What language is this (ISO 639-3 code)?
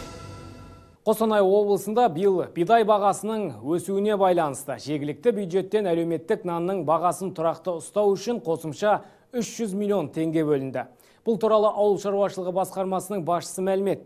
kaz